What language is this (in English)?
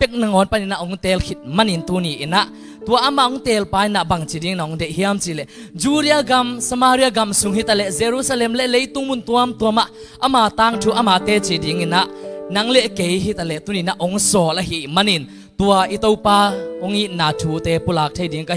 Tedim Chin